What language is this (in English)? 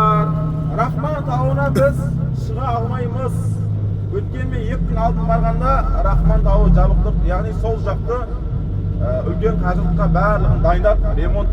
Kazakh